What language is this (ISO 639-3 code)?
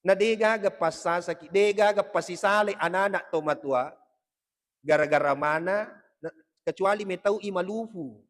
bug